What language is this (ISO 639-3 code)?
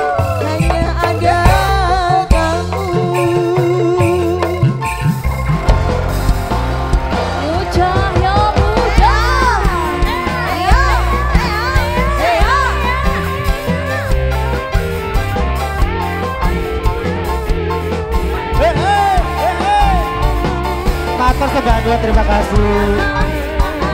ind